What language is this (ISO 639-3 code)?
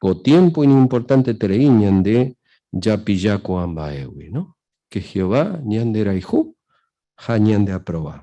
grn